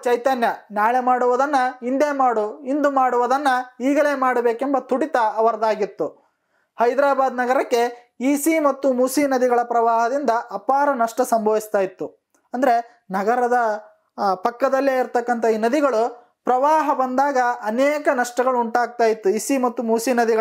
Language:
Kannada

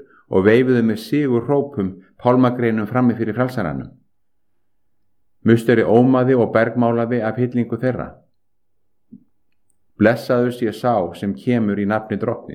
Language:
Icelandic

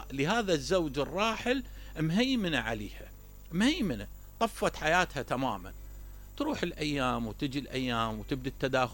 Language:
Mesopotamian Arabic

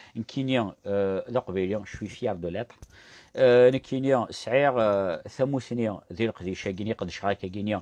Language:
Kabyle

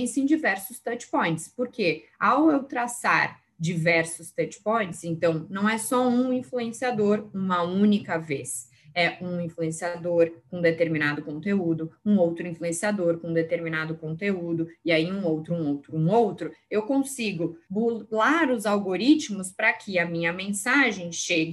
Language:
Portuguese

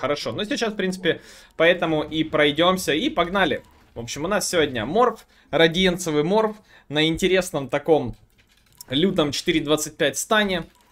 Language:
Russian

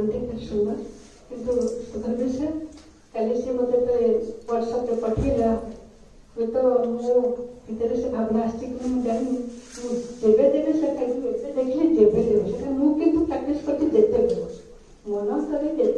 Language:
Odia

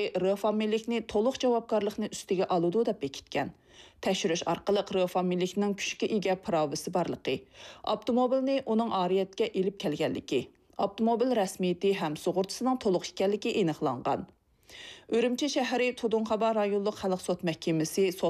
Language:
Uyghur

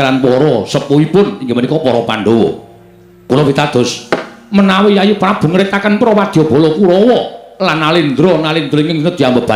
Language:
Javanese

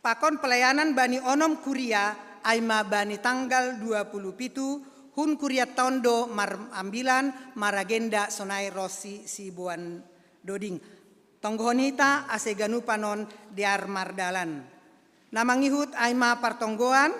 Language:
Batak Simalungun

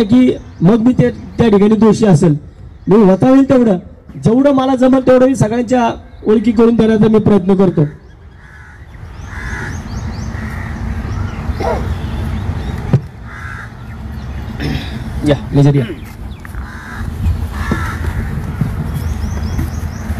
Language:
Marathi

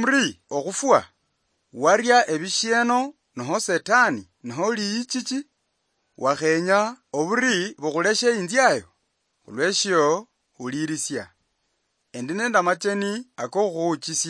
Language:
Luyia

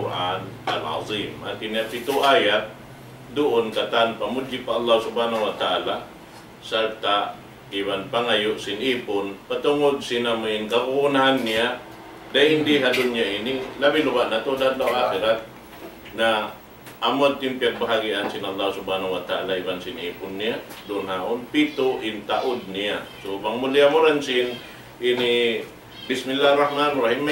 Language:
Tausug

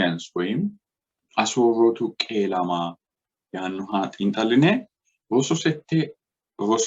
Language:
Sidamo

